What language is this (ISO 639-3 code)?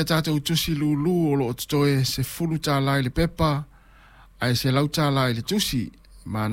smo